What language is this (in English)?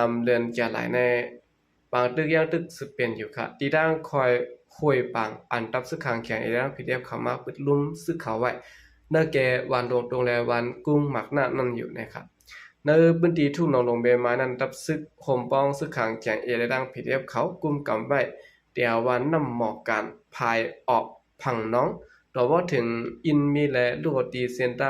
Shan